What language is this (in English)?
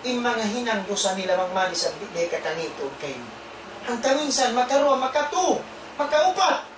Tausug